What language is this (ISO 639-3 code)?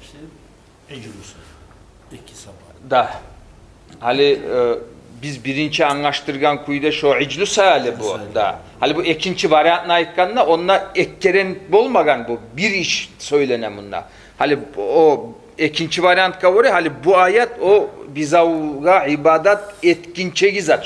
kum